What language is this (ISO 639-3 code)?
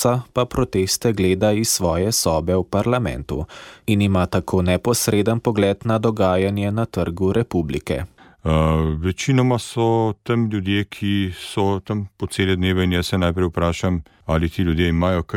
slv